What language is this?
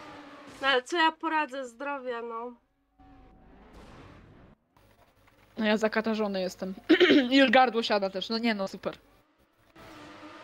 Polish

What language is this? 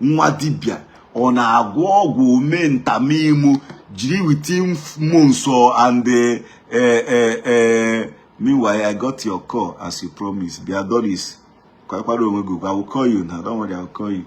Igbo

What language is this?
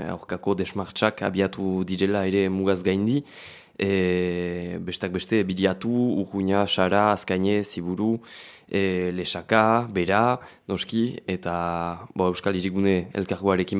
Basque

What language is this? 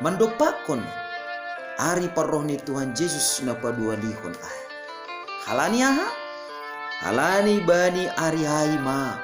Batak Simalungun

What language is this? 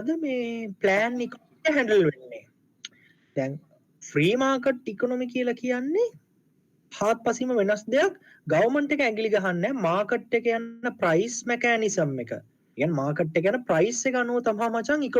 Sinhala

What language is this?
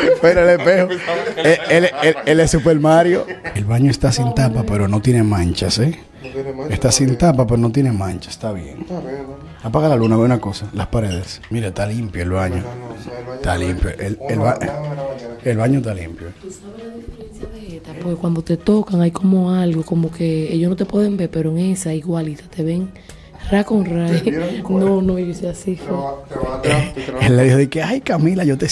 Spanish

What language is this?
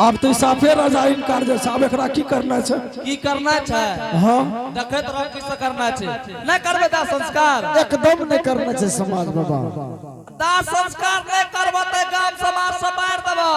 Angika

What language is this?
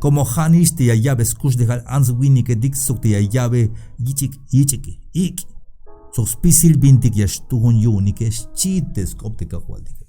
Tzeltal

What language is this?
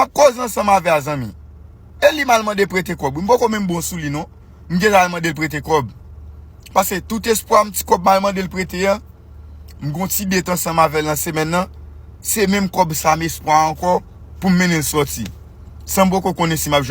Haitian Creole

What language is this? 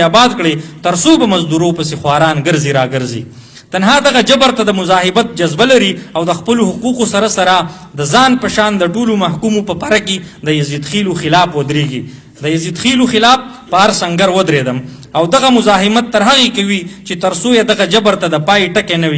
Pashto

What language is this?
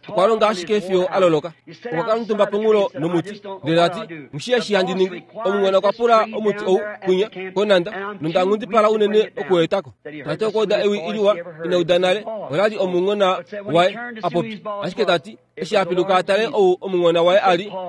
Kuanyama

